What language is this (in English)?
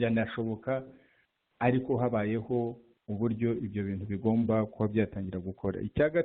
Kinyarwanda